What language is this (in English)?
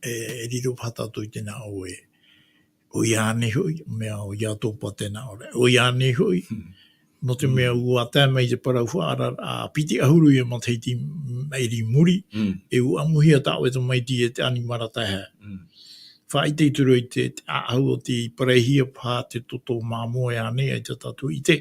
Tahitian